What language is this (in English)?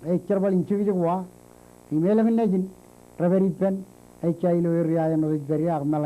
Marshallese